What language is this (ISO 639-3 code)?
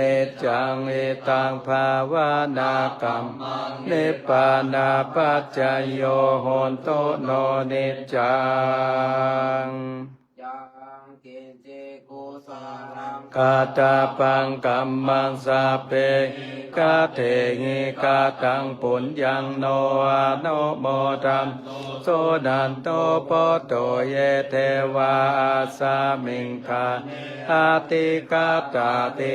pli